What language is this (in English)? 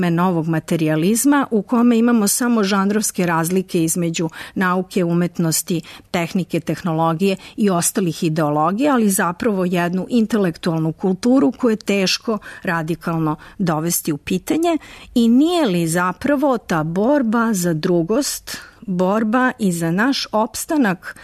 Serbian